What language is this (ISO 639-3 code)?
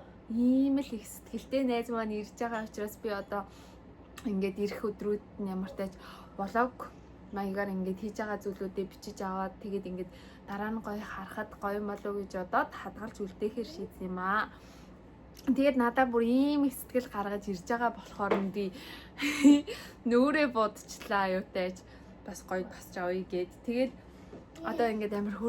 mon